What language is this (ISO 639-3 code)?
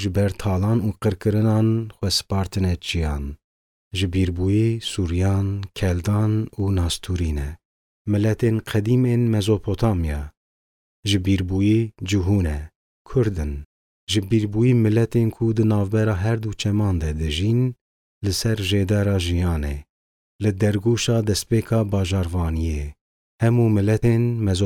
kur